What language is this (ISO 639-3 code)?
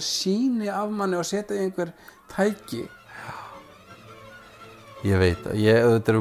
isl